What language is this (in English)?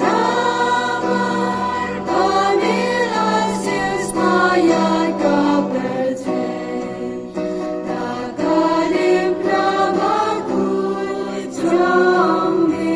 Khasi